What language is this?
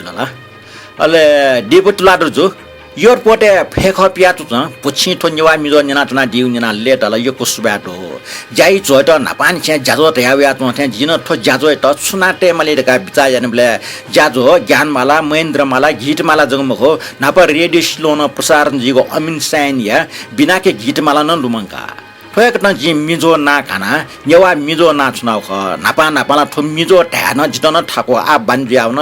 Newari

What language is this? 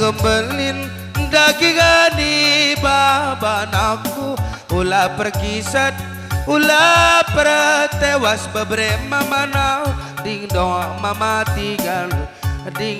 Batak Karo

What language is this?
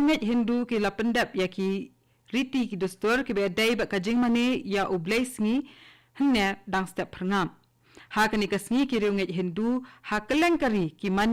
Khasi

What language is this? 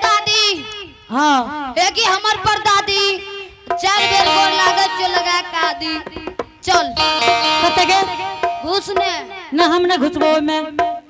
Angika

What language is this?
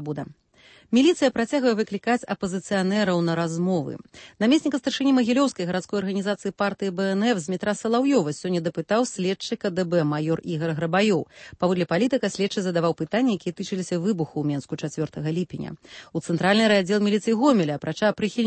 Belarusian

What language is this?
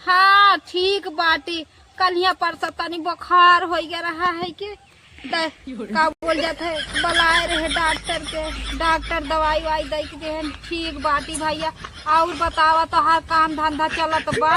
Awadhi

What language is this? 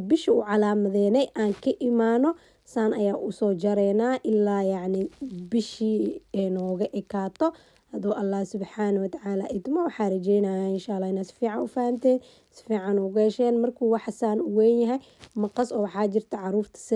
Somali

